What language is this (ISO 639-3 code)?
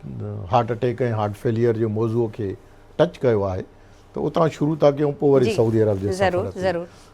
snd